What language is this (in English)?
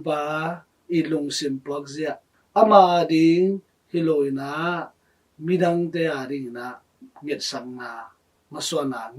Tedim Chin